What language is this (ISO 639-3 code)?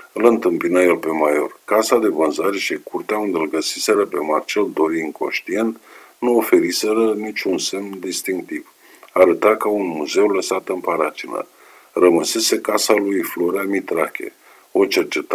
ron